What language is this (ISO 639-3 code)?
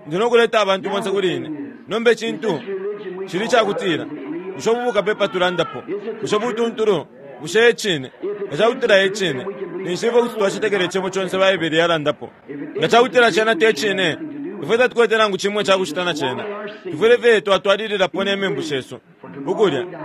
bem